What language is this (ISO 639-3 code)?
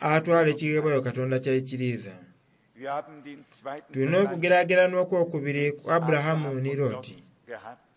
xog